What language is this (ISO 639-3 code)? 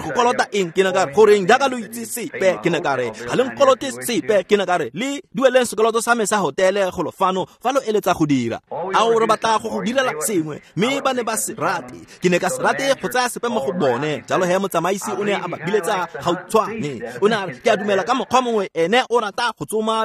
tsn